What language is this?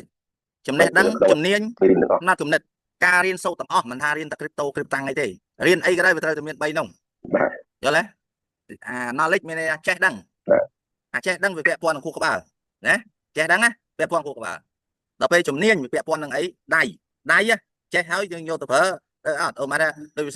Khmer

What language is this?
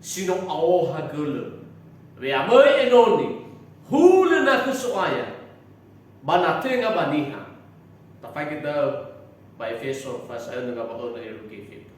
Nias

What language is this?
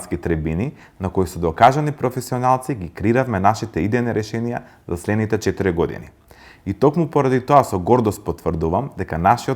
Macedonian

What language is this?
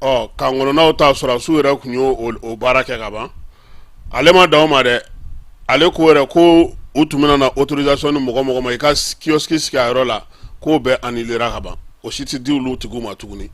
Bambara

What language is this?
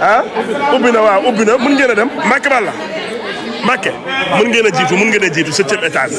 Wolof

